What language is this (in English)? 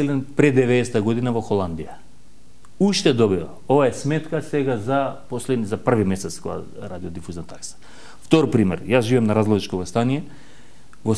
Macedonian